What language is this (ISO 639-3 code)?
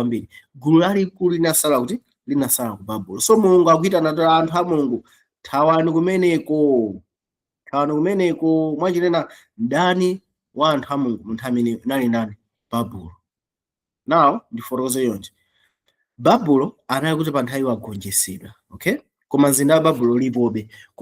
nya